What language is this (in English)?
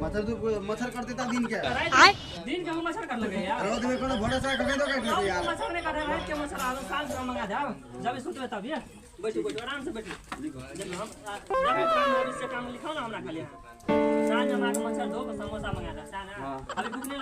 Maithili